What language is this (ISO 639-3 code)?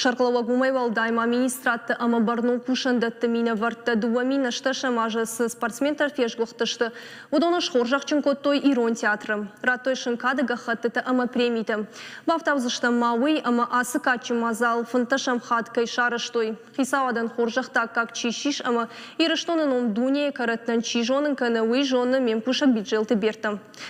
oss